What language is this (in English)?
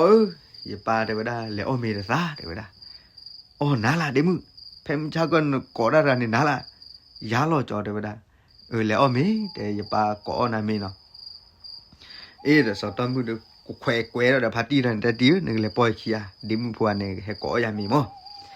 S'gaw Karen